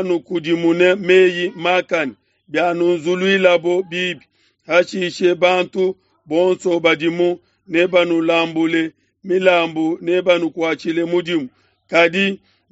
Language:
Luba-Lulua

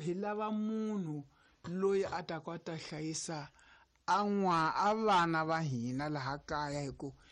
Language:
Tsonga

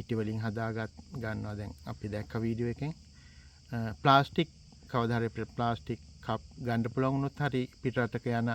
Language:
Sinhala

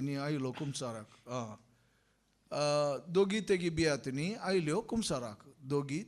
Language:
Konkani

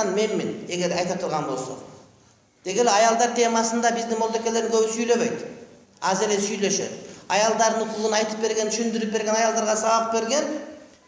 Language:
Kyrgyz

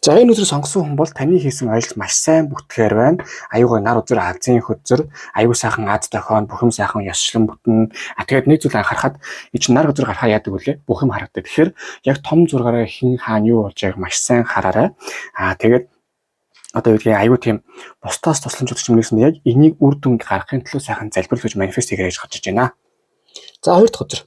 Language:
Mongolian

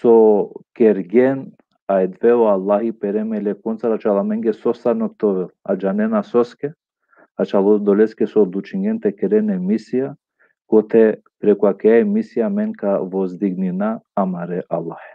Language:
Balkan Romani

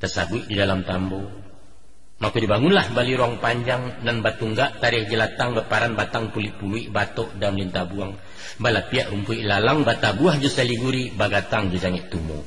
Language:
Minangkabau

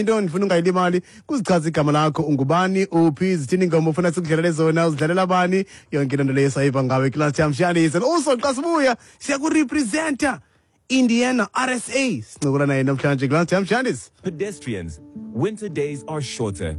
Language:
Xhosa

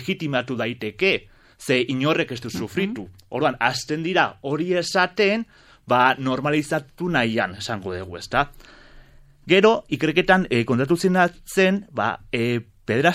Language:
Basque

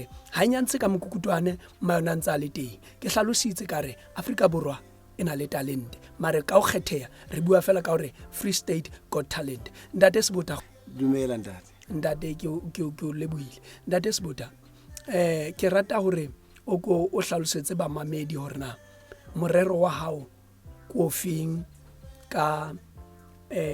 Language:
Southern Sotho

